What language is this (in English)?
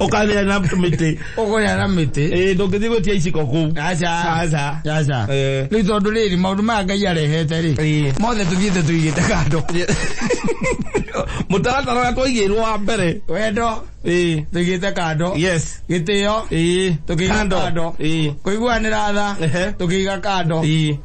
Kikuyu